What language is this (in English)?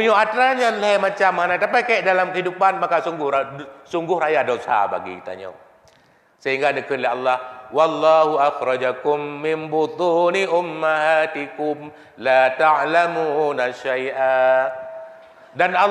Achinese